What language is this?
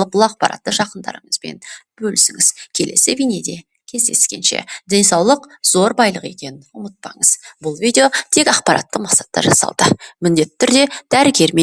Kazakh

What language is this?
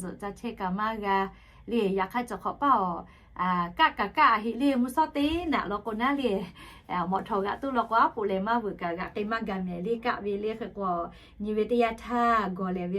Lahu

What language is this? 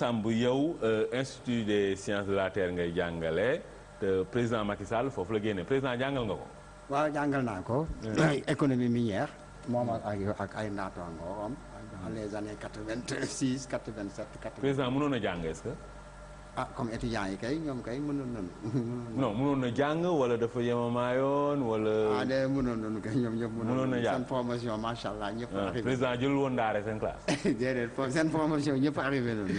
Wolof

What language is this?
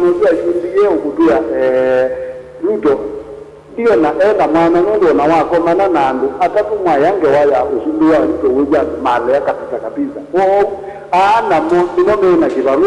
Kamba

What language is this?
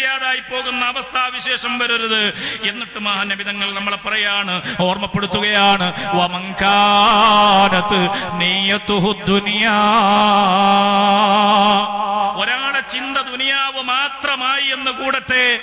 Malayalam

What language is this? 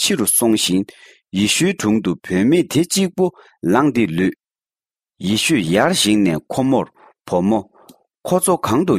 Tibetan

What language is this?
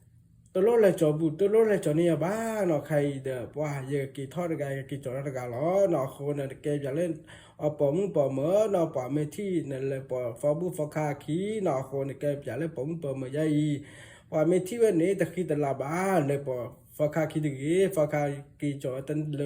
S'gaw Karen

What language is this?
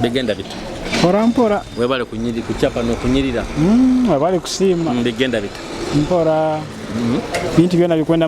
Nyoro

